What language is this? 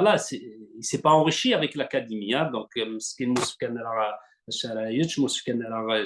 Kabyle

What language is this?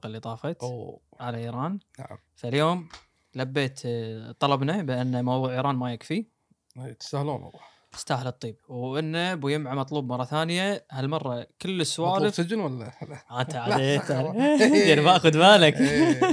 Gulf Arabic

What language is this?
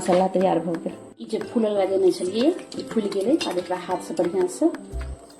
Maithili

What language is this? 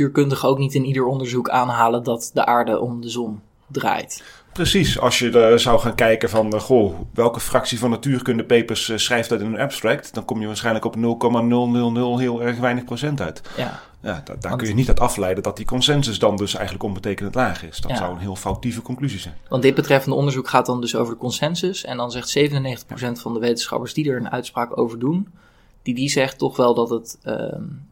Dutch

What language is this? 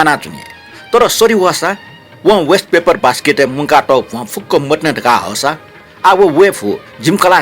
Newari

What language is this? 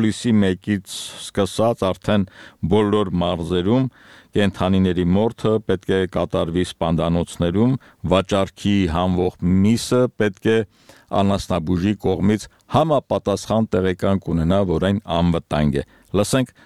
Armenian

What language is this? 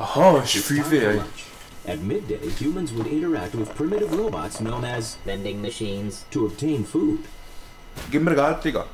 Swiss German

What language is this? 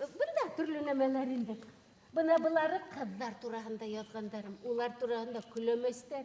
Bashkir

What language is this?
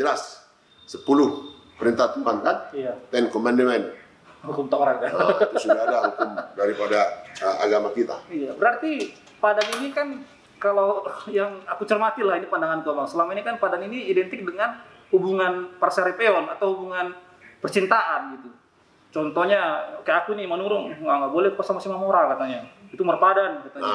Indonesian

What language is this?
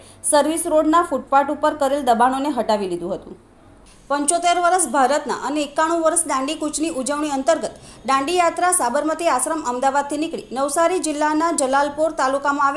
Gujarati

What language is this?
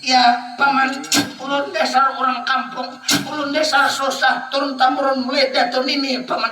Banjar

